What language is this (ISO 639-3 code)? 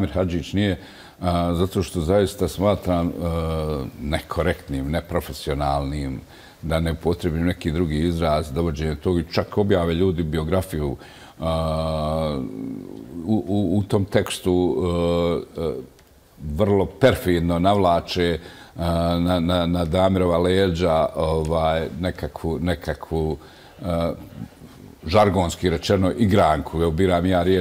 bos